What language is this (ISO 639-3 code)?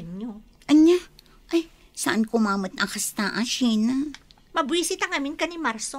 ilo